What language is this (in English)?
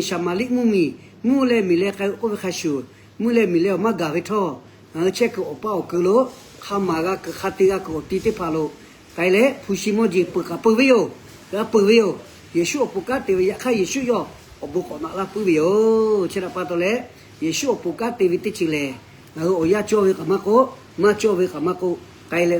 Lahu